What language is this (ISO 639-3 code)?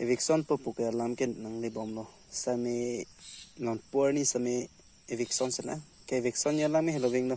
mjw